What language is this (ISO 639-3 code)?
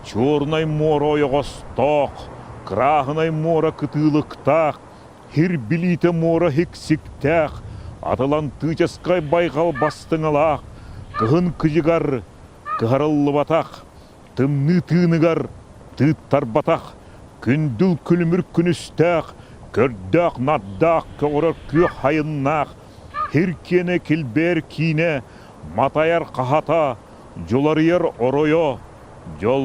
sah